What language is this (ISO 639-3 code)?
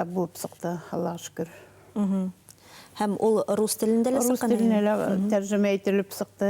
bak